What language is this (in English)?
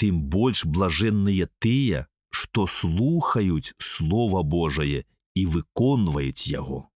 Belarusian